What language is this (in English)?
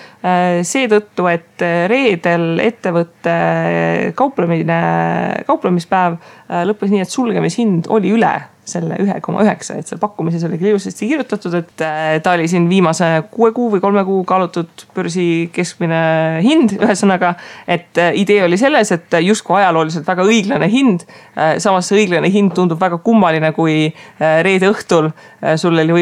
Estonian